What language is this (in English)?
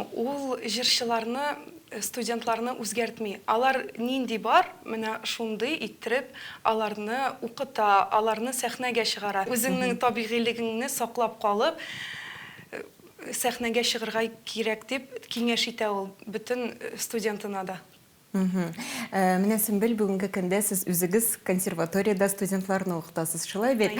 Tatar